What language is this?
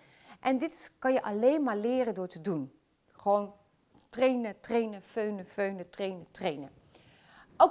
Dutch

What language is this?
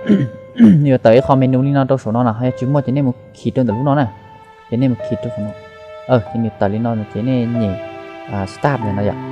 Hmong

